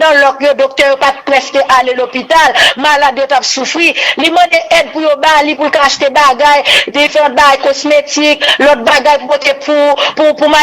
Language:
Haitian Creole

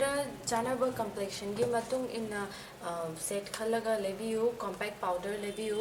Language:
Manipuri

